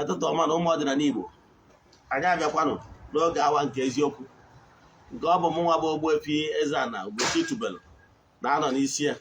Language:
Igbo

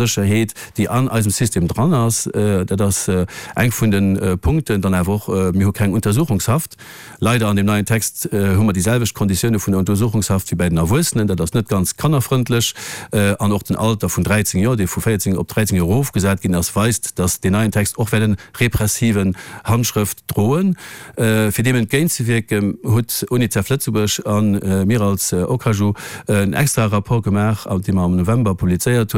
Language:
Luxembourgish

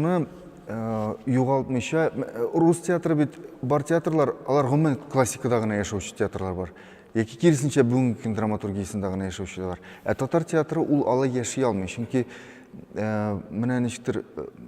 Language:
Tatar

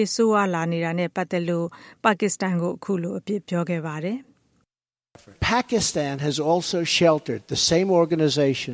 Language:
Burmese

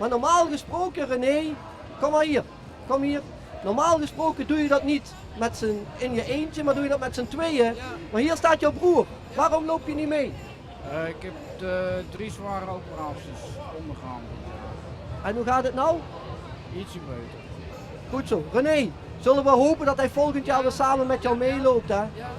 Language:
Limburgish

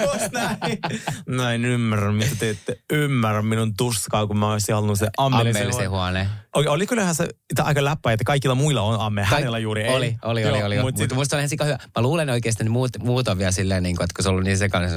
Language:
Finnish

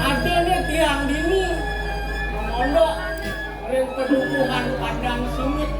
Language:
Balinese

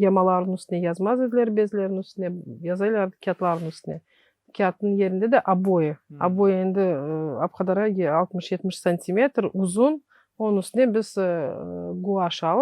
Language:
Crimean Tatar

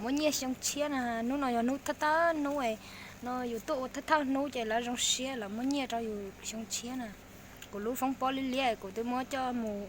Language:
Hmong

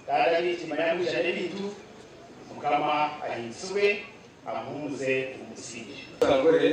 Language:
Nyankole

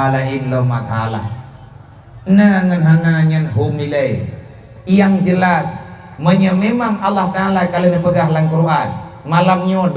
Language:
Achinese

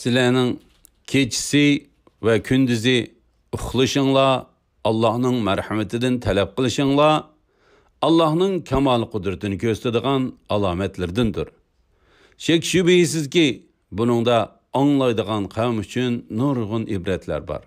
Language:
Uyghur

